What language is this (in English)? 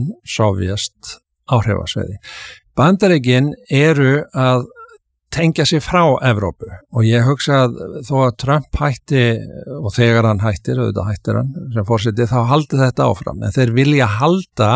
Icelandic